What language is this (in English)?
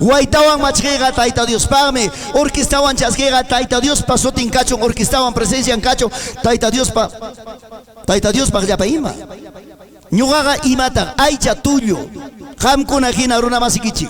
Ayacucho Quechua